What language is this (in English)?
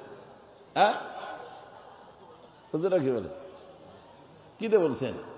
Bangla